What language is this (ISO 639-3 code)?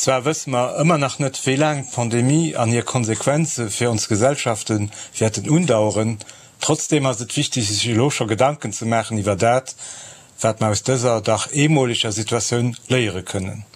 ltz